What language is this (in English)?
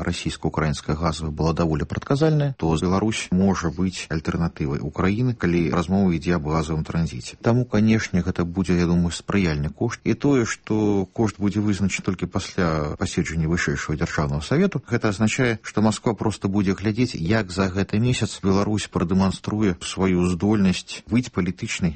Belarusian